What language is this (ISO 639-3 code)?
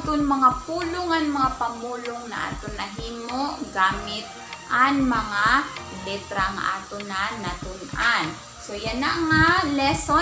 war